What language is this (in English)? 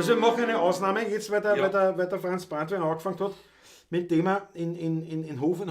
Bavarian